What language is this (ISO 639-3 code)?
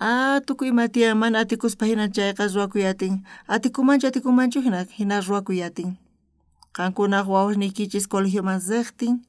quh